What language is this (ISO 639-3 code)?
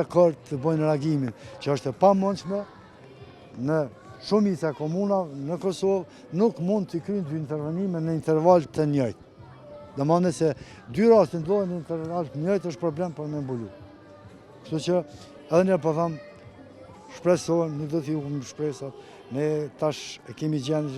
sqi